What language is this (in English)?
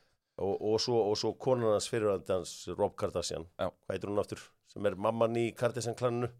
Icelandic